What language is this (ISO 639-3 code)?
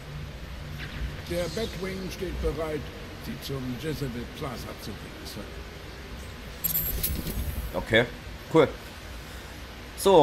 deu